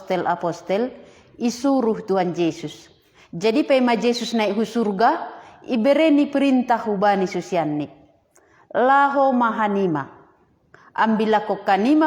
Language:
Batak Simalungun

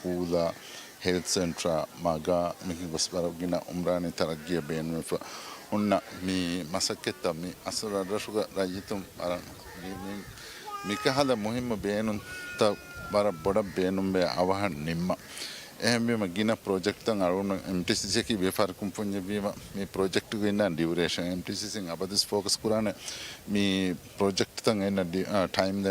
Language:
Divehi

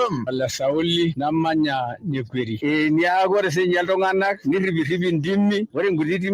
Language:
Masai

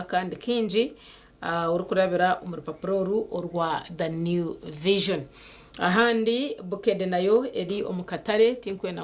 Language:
Nyankole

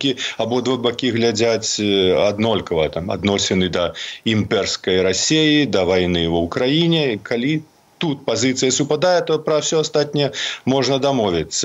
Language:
Belarusian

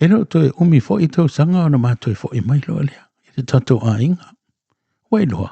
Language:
Samoan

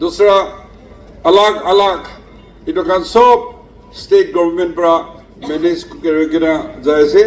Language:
Naga Pidgin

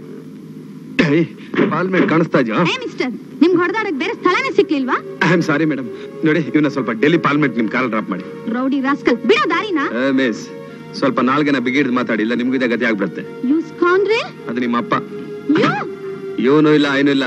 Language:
Kannada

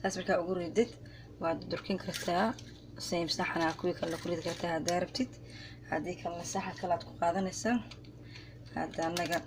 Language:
Somali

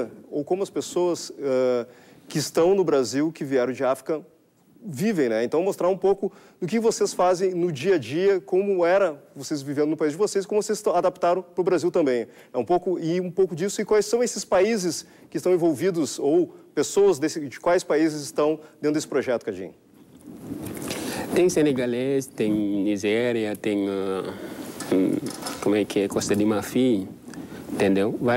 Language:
Portuguese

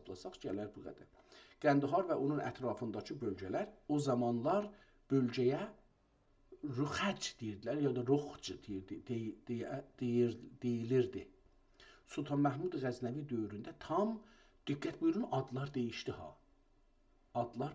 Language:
South Azerbaijani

